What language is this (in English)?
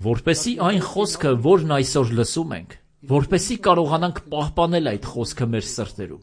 Armenian